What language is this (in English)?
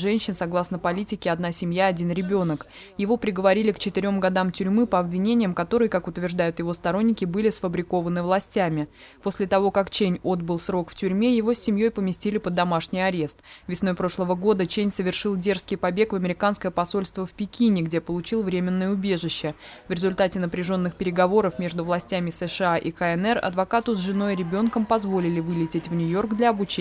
Russian